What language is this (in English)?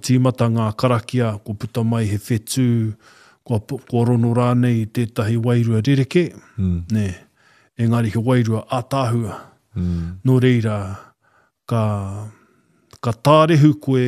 Māori